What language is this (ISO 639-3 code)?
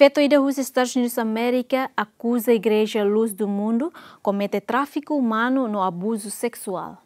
tet